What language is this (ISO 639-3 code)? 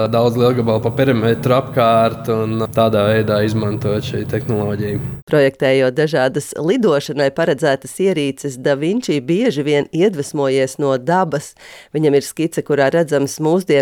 lav